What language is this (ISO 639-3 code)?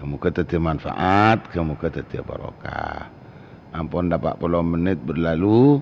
mad